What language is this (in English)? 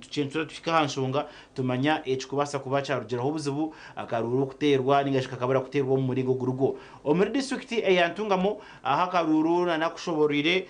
Nyankole